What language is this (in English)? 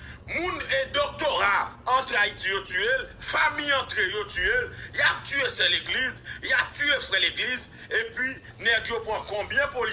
Haitian Creole